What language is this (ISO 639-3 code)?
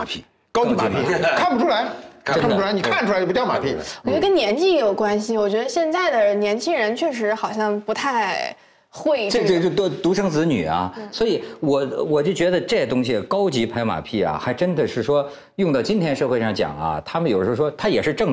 zho